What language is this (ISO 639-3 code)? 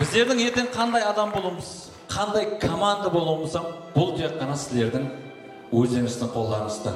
kaa